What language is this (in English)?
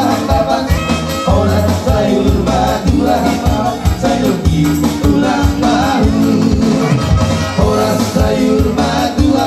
Batak Toba